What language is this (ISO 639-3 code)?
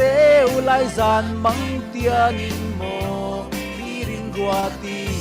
cfm